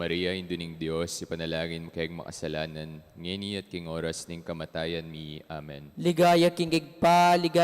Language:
Pampanga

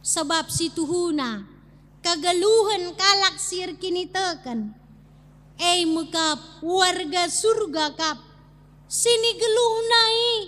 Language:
Batak Karo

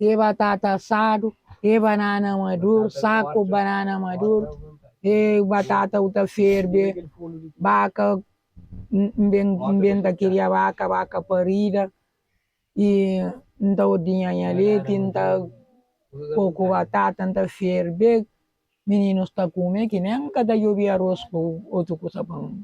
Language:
Kabuverdianu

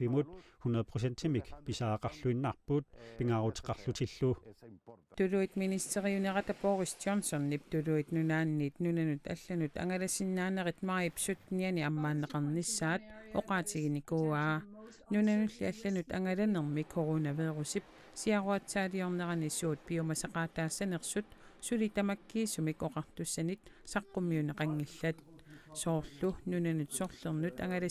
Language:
Kalaallisut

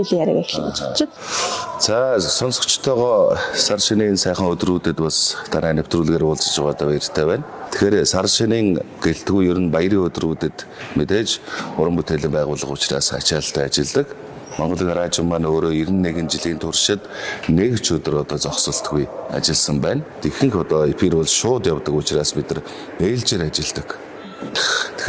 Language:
Mongolian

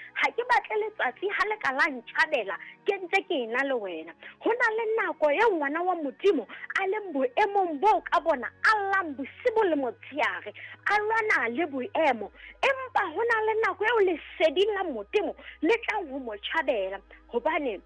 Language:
Southern Sotho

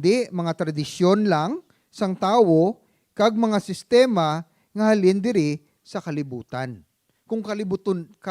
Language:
Hiligaynon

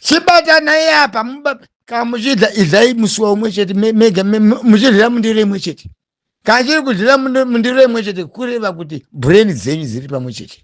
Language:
Shona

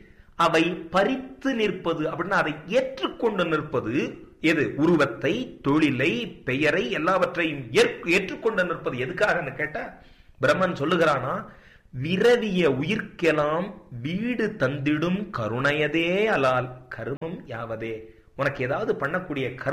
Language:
Tamil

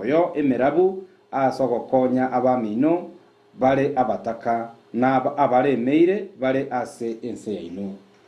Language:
Gusii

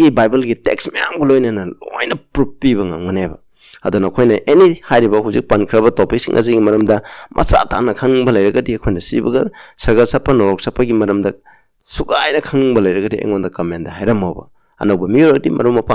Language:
Manipuri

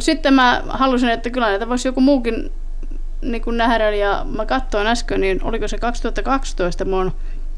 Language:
Finnish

